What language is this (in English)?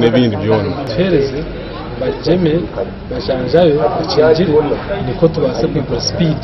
Nyankole